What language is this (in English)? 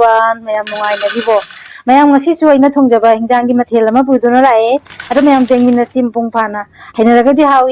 Manipuri